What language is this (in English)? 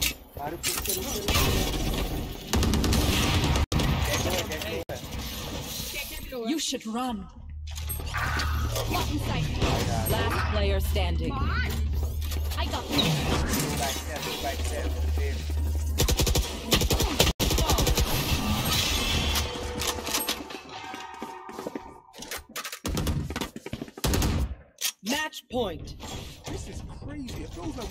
Hindi